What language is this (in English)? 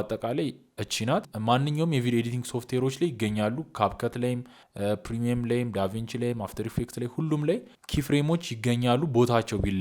Amharic